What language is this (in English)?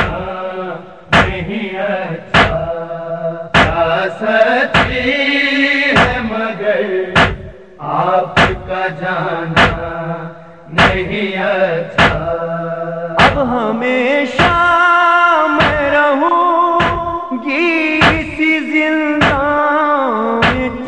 Urdu